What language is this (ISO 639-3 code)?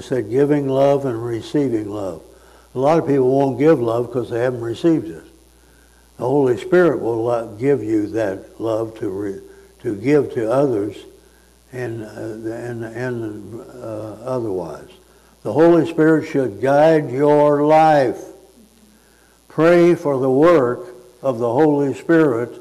eng